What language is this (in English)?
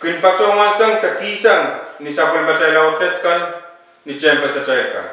Pohnpeian